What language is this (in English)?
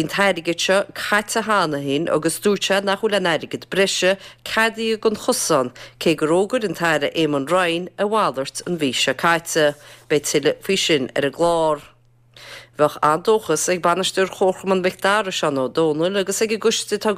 Irish